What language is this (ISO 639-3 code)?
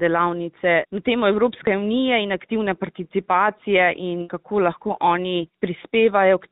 slv